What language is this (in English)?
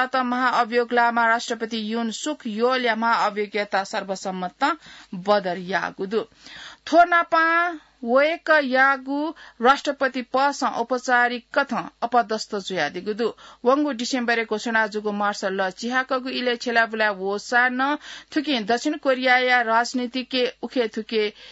Newari